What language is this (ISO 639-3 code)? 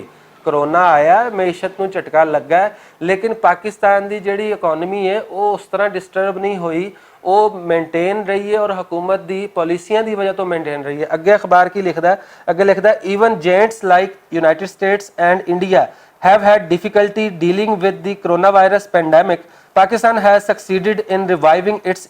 lah